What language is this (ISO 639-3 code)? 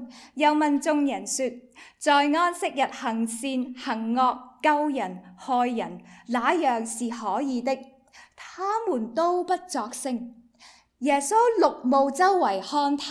yue